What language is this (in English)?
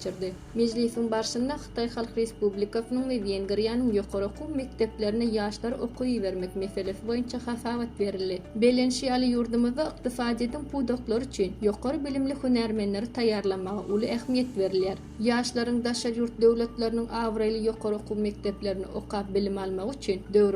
Turkmen